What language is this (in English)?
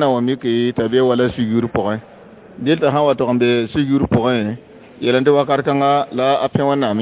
Mossi